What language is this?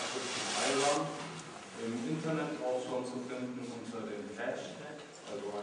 German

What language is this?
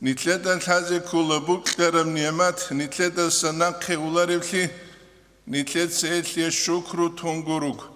Avaric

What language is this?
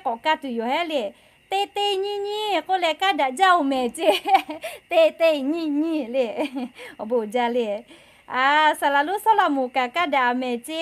Lahu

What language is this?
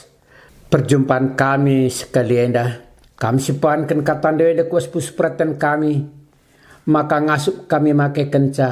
Batak Karo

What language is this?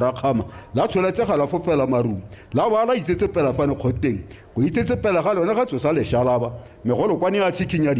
Tswana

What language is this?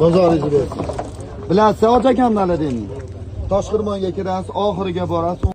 Uzbek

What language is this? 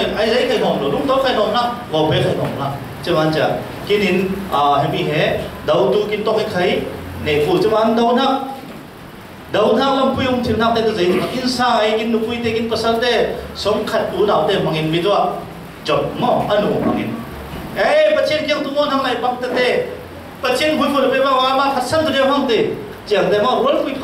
Falam Chin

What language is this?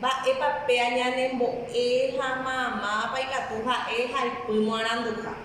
Guarani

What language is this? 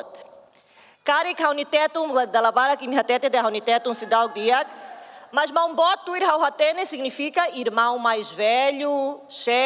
Tetum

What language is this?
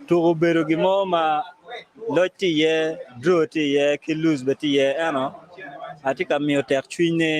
Acoli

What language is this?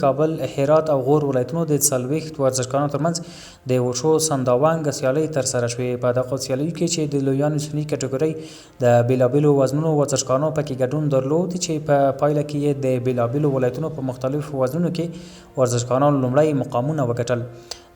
Pashto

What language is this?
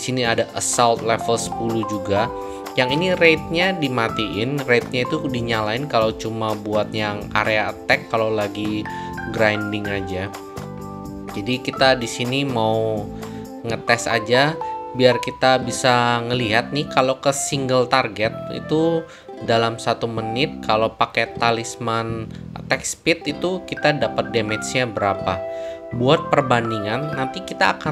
Indonesian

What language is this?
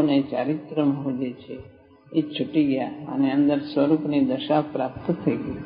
Gujarati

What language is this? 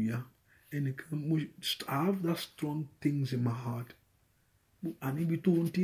Yoruba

